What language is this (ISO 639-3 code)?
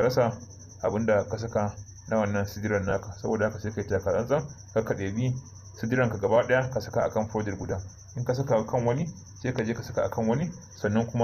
hau